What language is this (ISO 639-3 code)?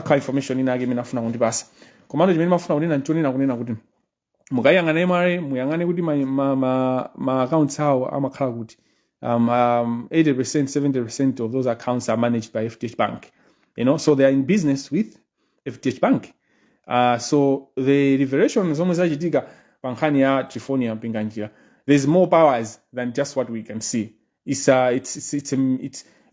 nya